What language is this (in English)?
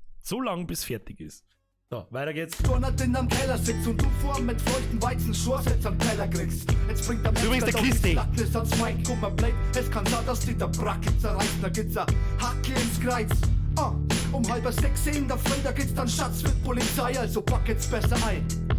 Bavarian